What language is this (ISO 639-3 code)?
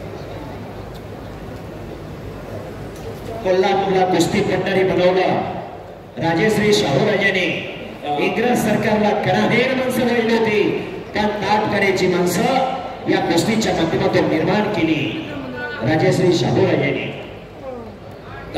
mar